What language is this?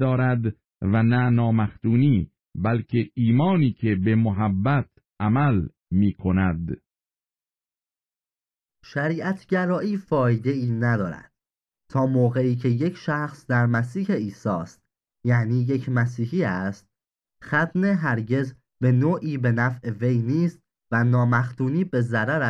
Persian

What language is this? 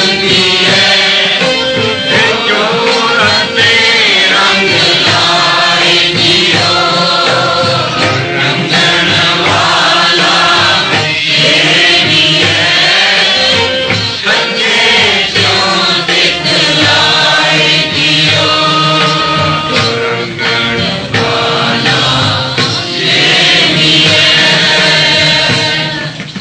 Punjabi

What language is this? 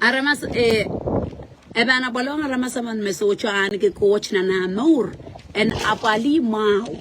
Pohnpeian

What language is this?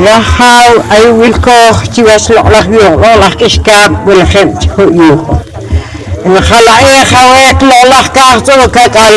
Poqomchi'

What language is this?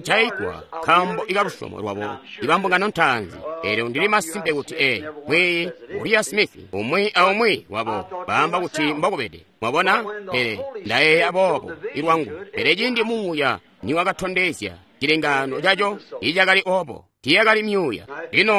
Tonga (Zambia)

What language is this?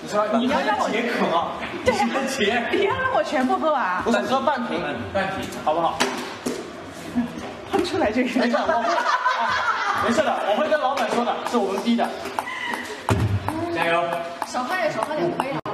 Chinese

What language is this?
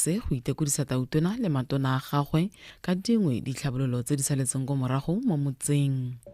Tswana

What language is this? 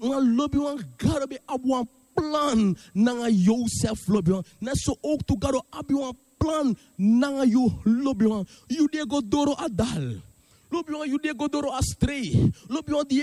Sranan Tongo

